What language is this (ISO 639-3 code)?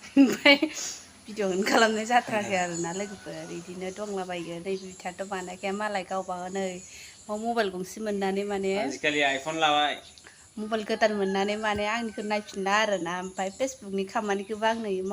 brx